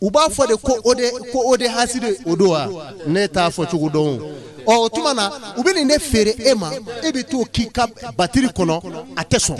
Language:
Bambara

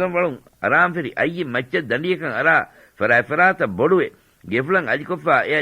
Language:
Divehi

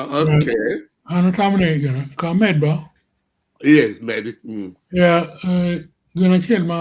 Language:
Acoli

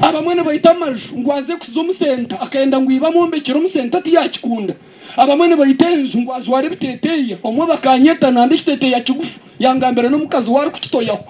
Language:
Nyankole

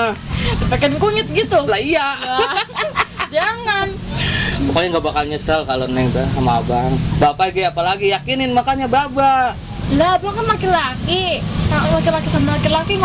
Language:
Betawi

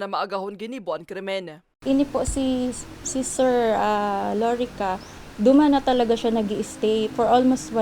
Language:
Bikol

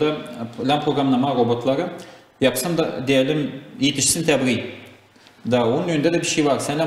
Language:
Gagauz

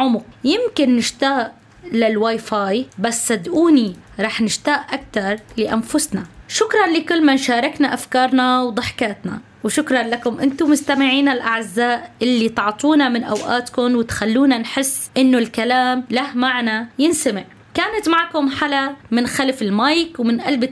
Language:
North Levantine Arabic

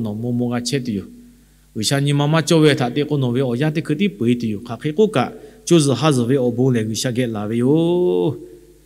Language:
Lahu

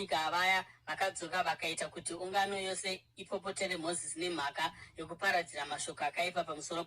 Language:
Shona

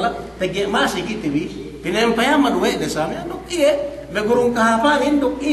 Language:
Yakan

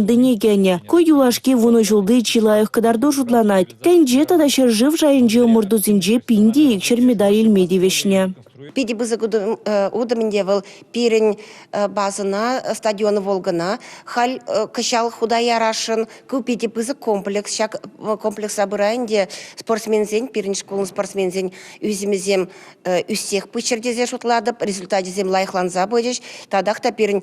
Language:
Chuvash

